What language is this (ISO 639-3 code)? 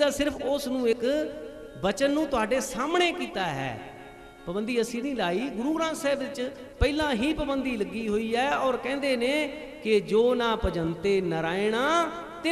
pan